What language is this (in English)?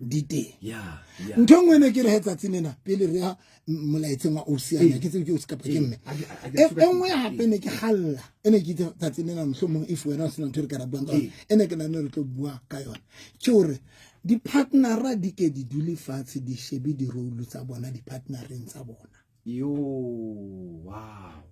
Southern Sotho